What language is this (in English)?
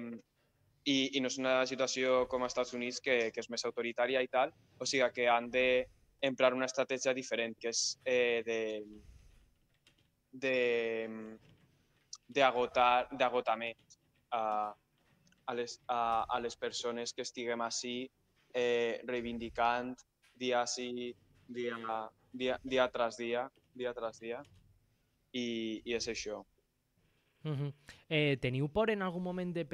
Catalan